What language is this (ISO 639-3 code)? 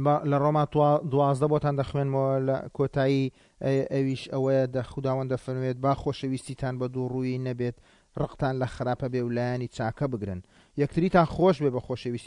ckb